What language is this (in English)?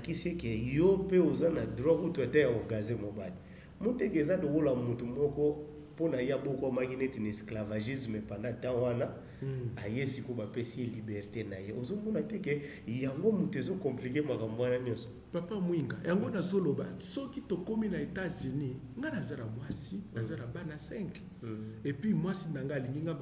Lingala